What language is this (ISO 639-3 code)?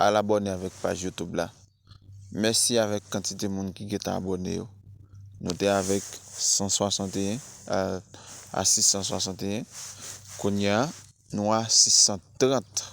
hat